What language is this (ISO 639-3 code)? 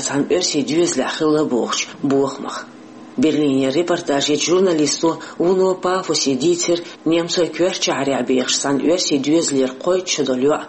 che